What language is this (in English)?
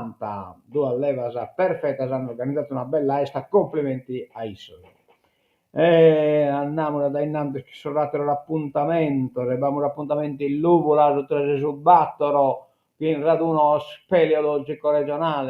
Sardinian